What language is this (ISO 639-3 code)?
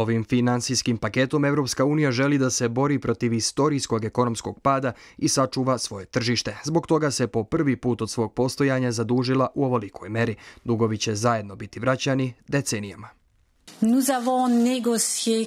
srp